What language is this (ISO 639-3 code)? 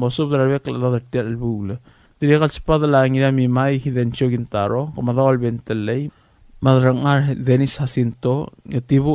pau